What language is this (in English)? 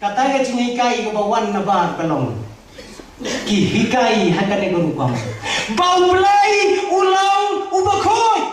Khasi